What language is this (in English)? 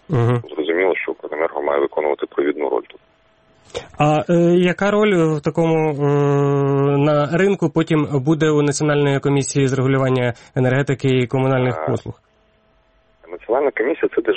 Ukrainian